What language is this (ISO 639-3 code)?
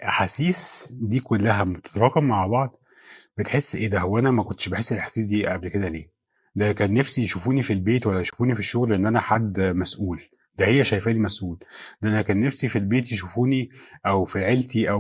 arz